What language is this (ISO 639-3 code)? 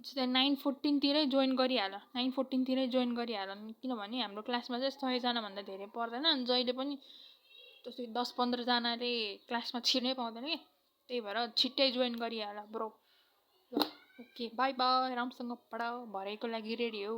nep